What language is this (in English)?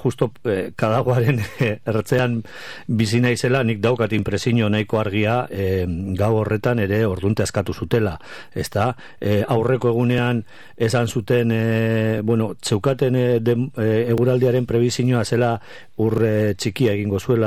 Basque